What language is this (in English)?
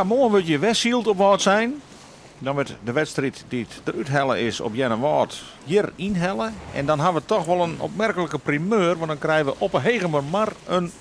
Western Frisian